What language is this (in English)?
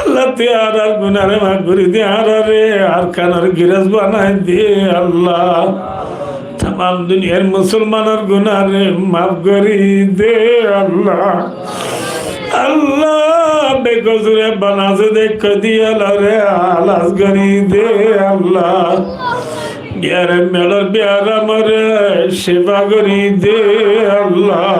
Rohingya